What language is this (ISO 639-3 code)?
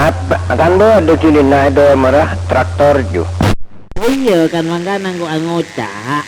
mad